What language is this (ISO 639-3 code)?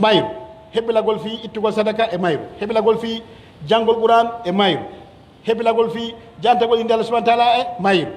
fuf